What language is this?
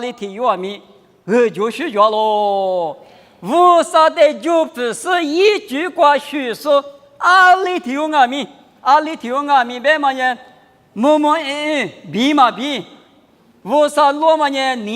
Lisu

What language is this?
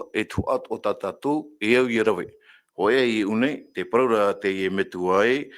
Tahitian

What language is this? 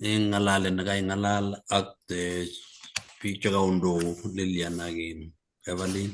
Kalenjin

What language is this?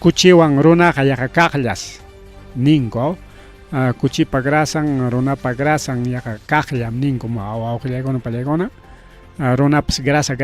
Ayacucho Quechua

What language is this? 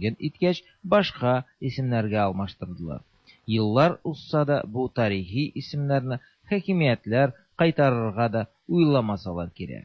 Tatar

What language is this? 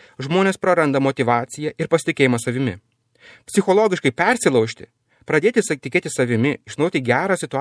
Lithuanian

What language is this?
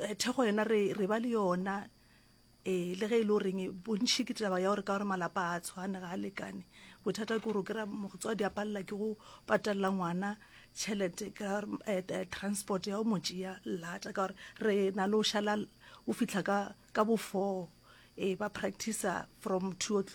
Northern Sotho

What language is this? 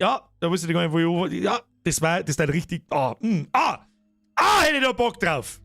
Bavarian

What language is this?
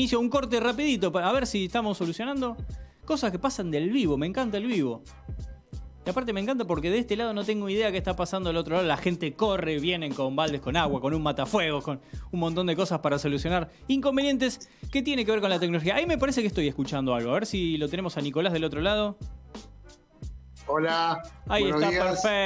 Spanish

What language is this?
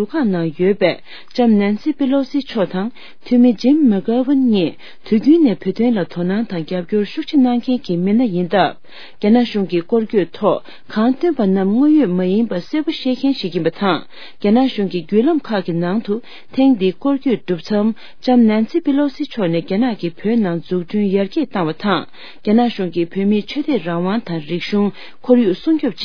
Tibetan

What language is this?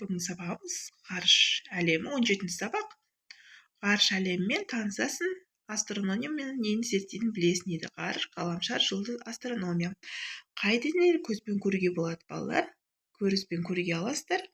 Kazakh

